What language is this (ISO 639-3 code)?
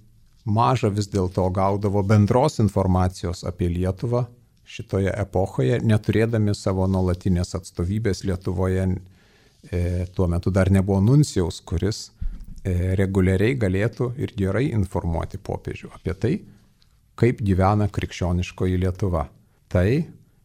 lit